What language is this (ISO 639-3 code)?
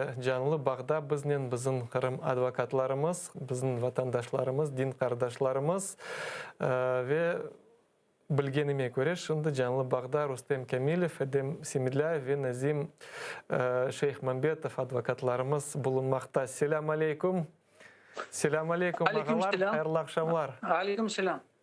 crh